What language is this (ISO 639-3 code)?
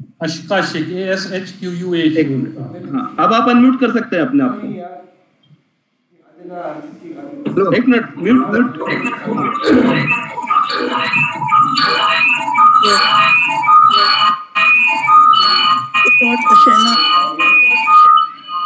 hin